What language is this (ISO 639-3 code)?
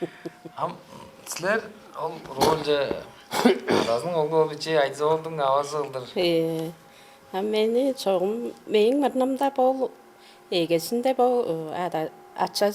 tyv